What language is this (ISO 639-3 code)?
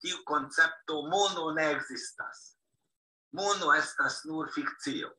epo